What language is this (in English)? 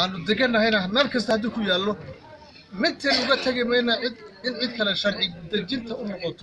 Somali